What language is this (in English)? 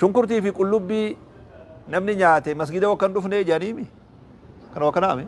Oromo